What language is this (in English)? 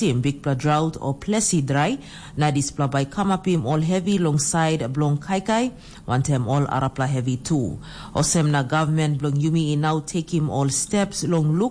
Tok Pisin